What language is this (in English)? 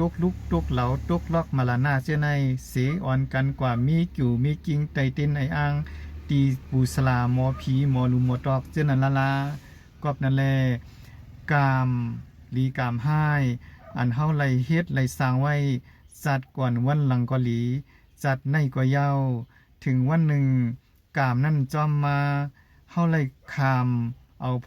Shan